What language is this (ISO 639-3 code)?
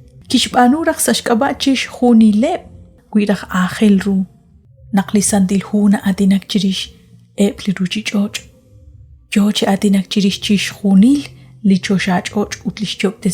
kek